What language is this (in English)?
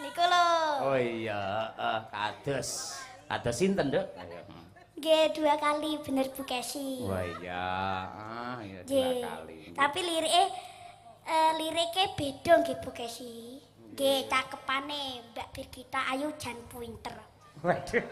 Javanese